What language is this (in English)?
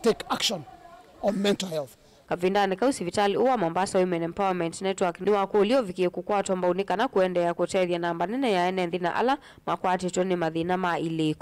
Kamba